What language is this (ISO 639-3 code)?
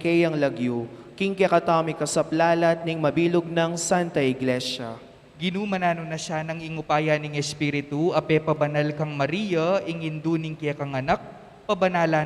pam